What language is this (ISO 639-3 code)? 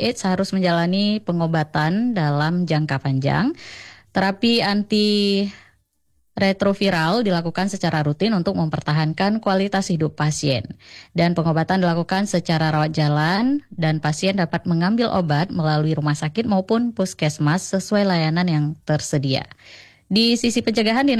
ind